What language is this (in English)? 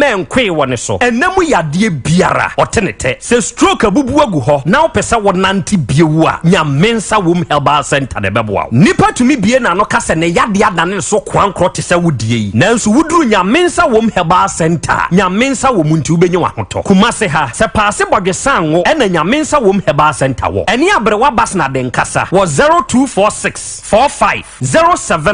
Akan